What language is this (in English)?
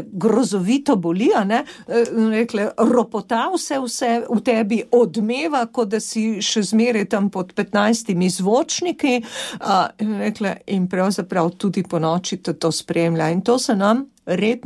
Slovenian